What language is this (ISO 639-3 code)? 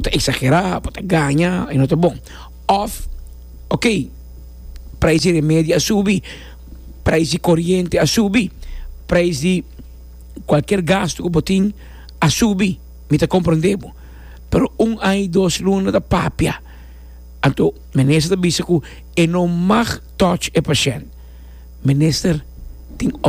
pap